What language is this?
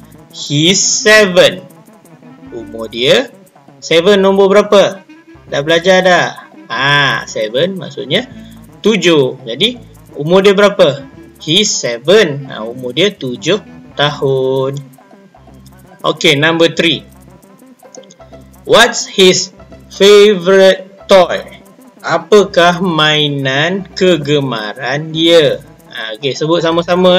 Malay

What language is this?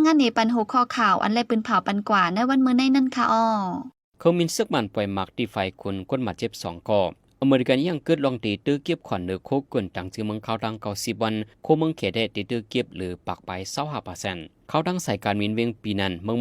Shan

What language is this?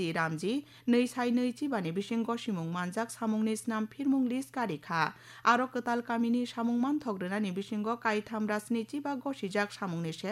Kok Borok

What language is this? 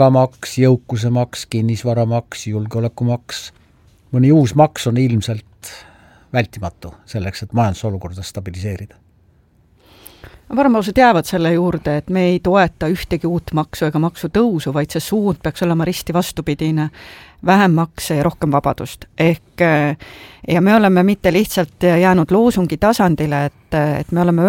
Estonian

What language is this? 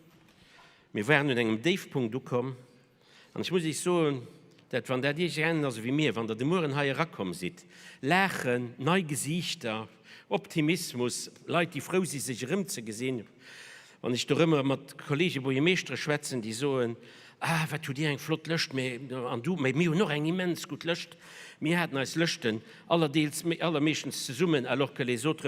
Luxembourgish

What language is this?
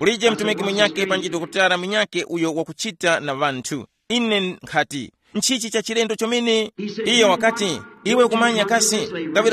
Tumbuka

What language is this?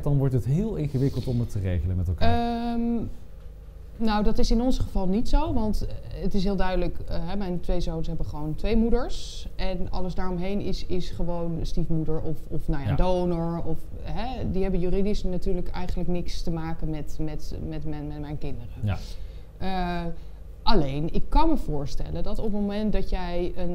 Dutch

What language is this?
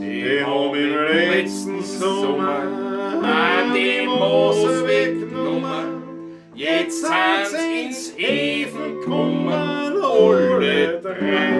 Bavarian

